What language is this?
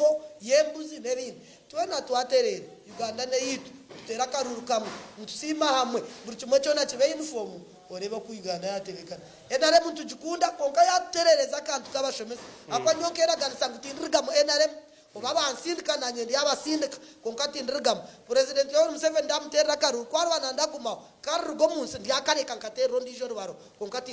Nyankole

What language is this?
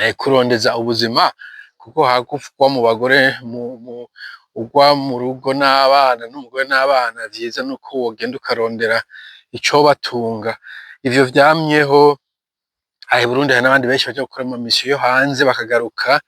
Rundi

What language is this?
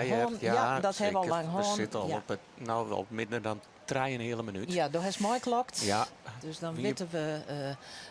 Western Frisian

